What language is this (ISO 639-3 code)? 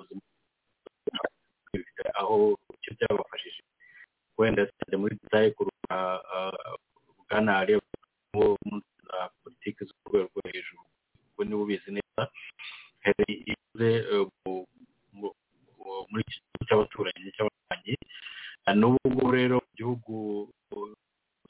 kin